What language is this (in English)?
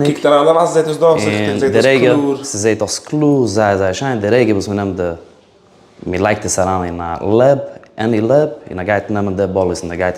Yiddish